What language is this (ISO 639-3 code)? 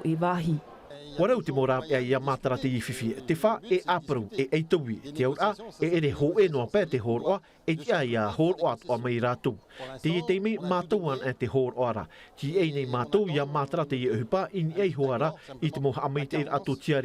tah